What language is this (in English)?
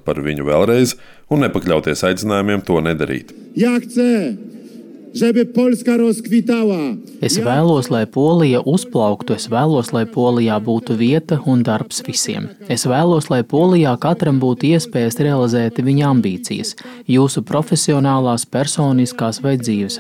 Latvian